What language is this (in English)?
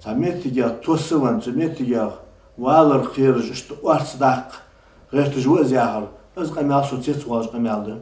Ingush